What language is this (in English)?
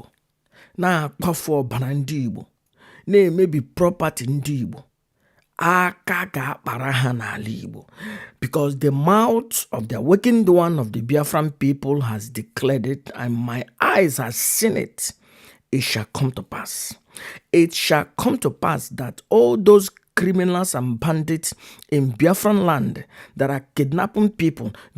Igbo